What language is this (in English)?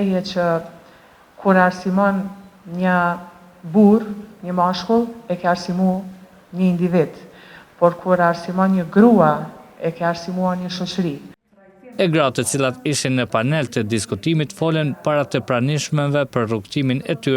Albanian